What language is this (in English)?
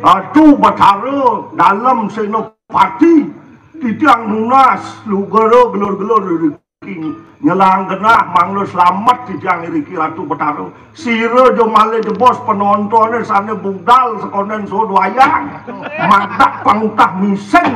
Balinese